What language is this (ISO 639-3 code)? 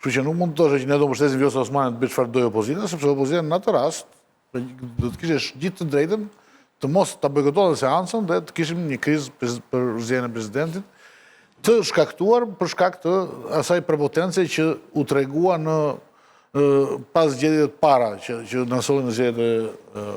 sqi